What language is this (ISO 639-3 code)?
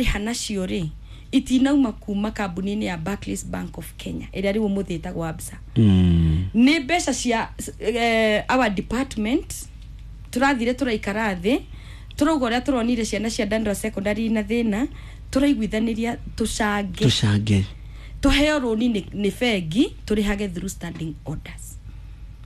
kik